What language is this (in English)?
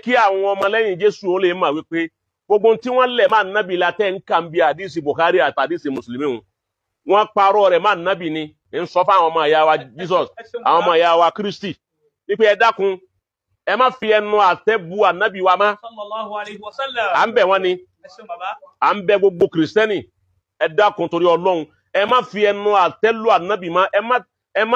Yoruba